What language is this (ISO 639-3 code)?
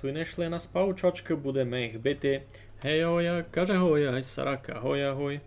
rue